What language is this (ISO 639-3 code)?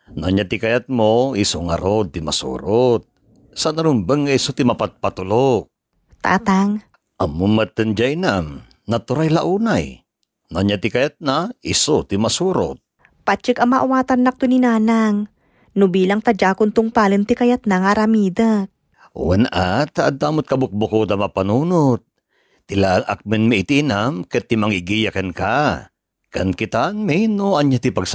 ilo